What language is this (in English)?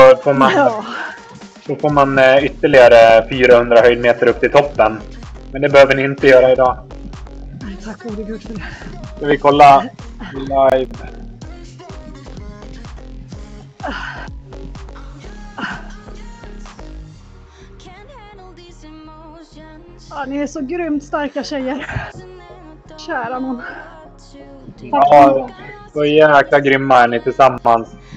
Swedish